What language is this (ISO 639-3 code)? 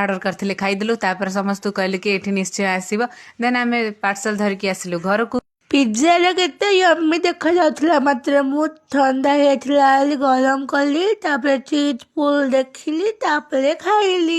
ori